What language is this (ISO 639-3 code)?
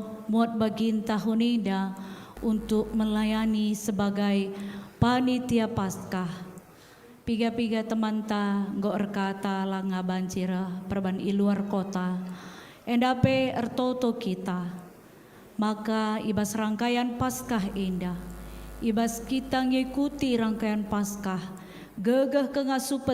btx